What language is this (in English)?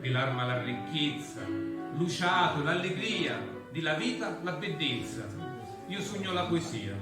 Sicilian